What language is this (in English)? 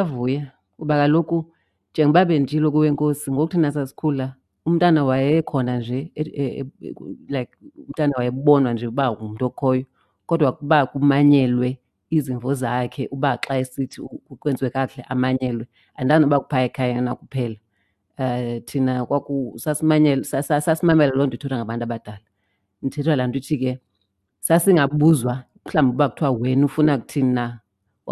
Xhosa